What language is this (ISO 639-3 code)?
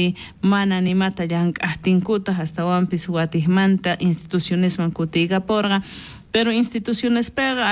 quh